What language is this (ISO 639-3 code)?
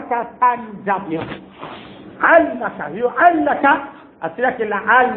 swa